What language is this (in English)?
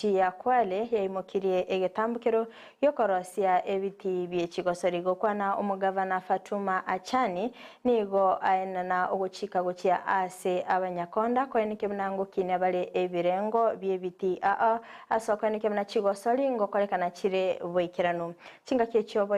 Gusii